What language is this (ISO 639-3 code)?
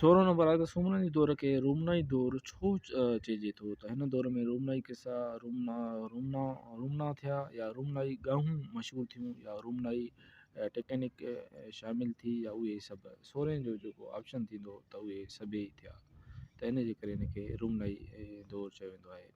snd